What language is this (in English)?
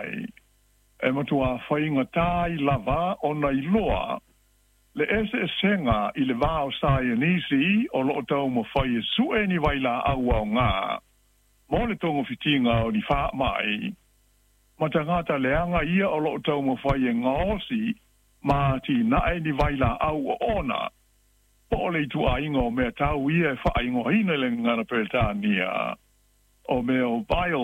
Samoan